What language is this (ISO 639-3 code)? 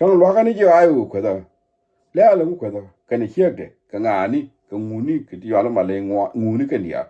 nus